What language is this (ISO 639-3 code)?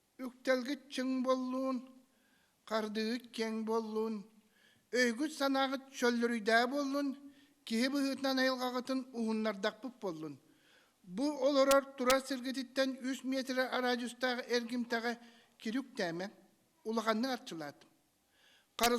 sah